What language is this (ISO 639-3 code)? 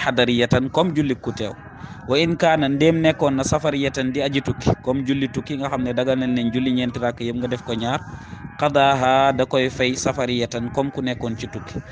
wol